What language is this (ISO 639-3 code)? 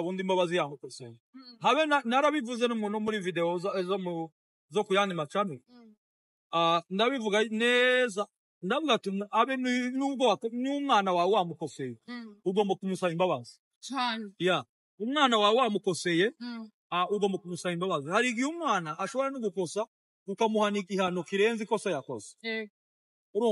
kin